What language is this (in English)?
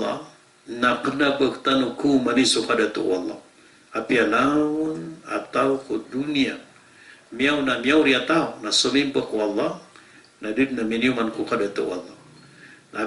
Maranao